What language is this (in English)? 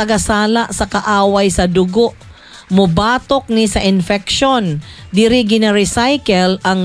Cebuano